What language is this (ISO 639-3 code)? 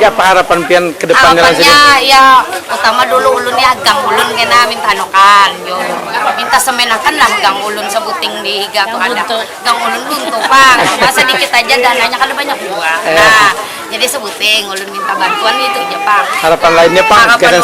bjn